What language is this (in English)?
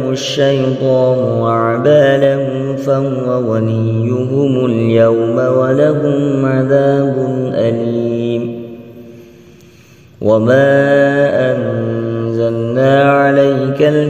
Arabic